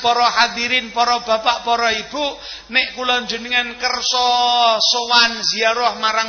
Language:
Javanese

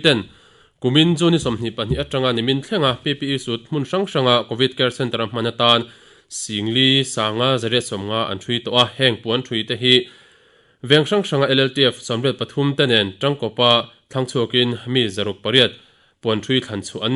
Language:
Mizo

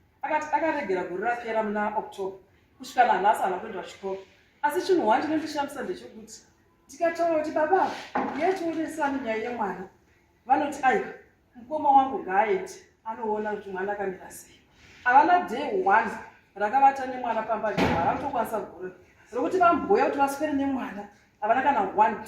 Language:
Shona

